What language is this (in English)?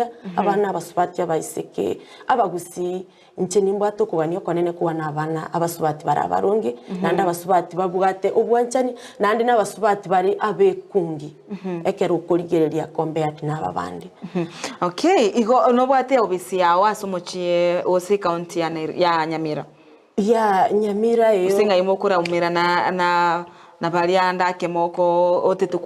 Gusii